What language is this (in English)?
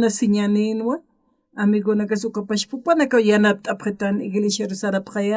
Aymara